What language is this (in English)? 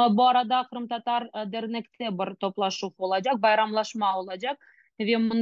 Crimean Tatar